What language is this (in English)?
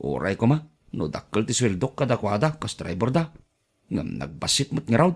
Iloko